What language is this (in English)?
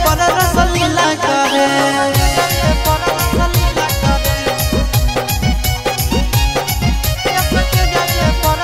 Bhojpuri